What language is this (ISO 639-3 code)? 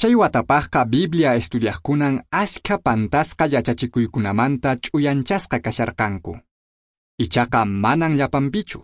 que